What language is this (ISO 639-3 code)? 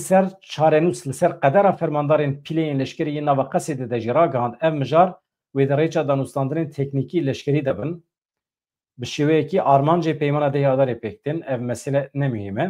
kur